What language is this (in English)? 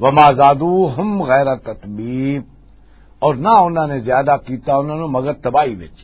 Western Panjabi